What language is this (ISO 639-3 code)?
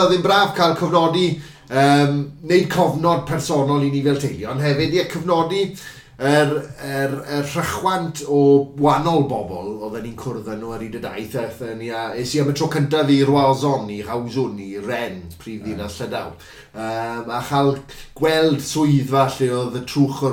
cym